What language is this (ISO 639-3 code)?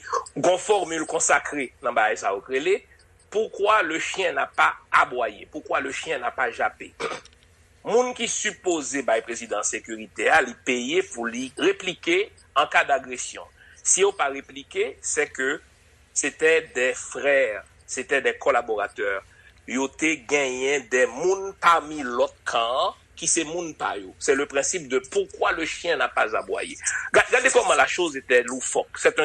hat